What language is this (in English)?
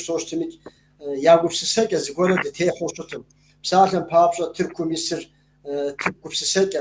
Kabardian